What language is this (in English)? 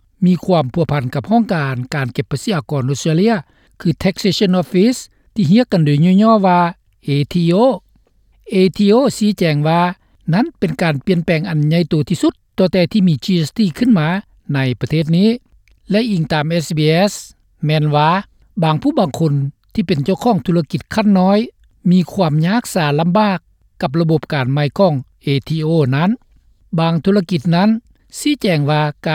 Lao